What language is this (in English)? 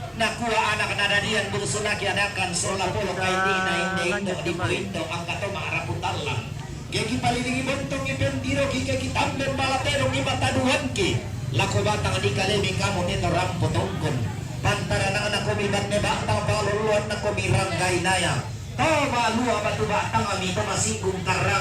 Toraja-Sa'dan